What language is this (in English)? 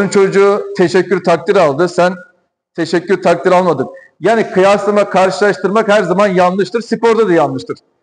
Turkish